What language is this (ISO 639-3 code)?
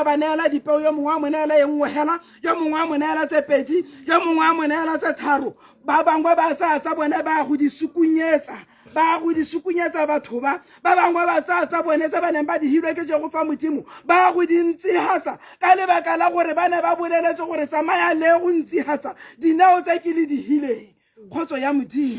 tsn